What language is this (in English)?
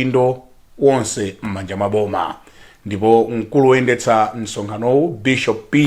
Nyanja